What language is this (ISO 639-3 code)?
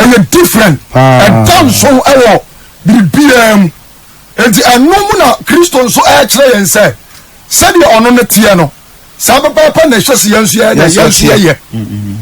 aka